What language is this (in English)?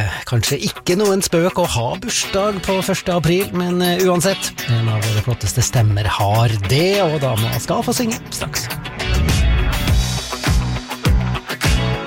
Norwegian